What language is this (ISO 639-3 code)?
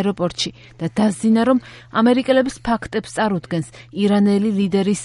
kat